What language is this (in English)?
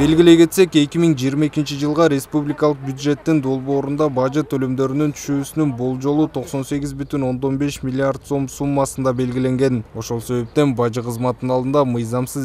Kyrgyz